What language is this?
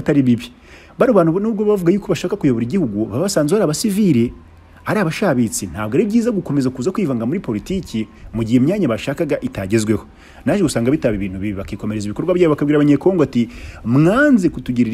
Kinyarwanda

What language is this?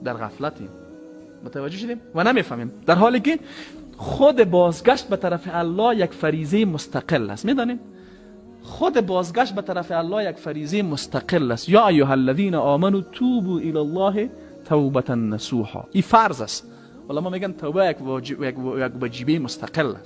Persian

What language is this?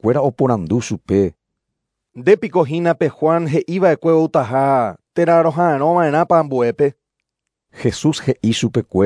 Guarani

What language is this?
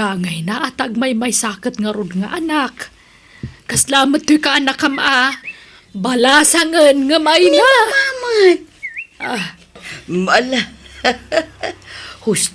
Iloko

